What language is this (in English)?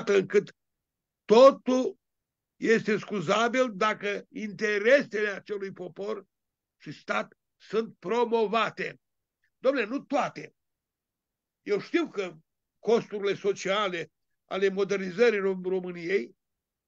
Romanian